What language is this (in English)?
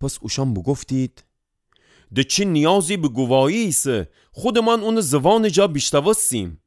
Gilaki